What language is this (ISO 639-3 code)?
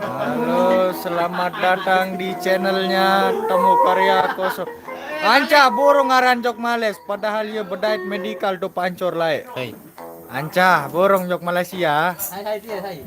sas